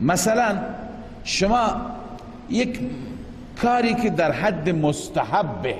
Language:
Persian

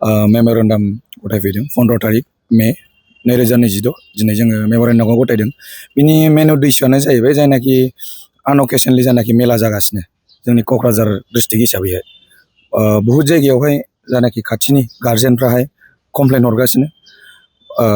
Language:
Bodo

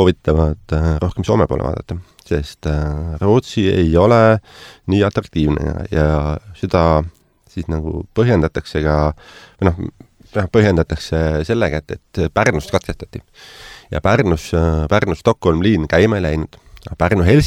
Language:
Estonian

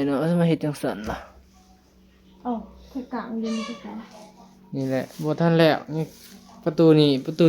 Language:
Northeastern Thai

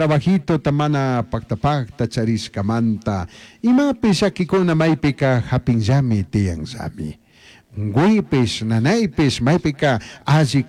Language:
Chimborazo Highland Quichua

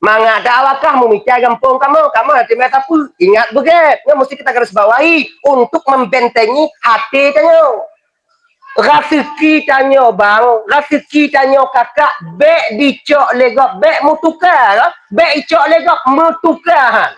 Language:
Achinese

